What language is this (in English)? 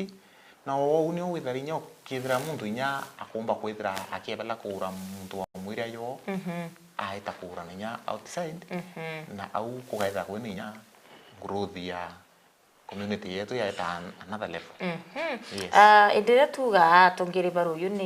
Meru